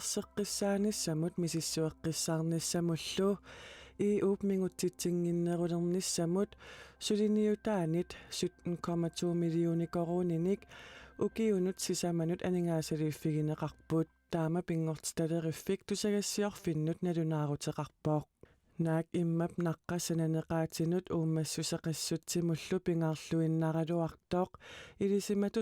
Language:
Kalaallisut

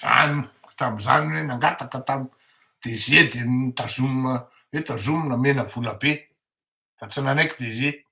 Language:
Malagasy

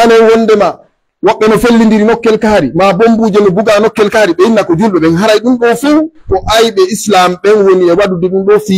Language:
Pular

